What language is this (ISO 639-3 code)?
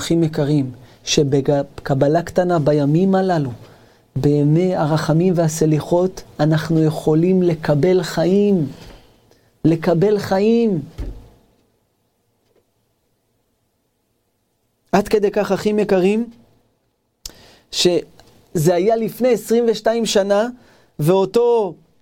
heb